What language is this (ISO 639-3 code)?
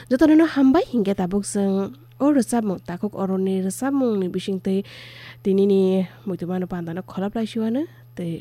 trp